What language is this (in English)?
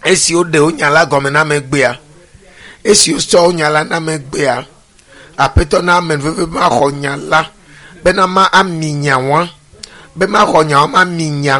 Ewe